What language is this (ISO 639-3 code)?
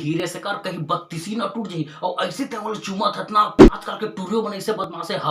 hne